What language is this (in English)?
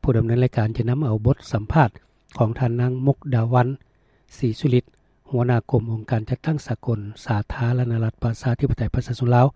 Lao